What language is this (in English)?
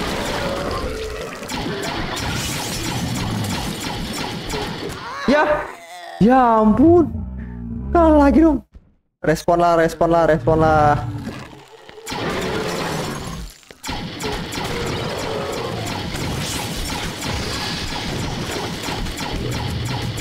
Indonesian